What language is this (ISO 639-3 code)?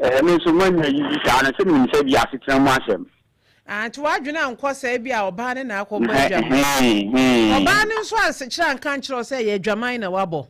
aka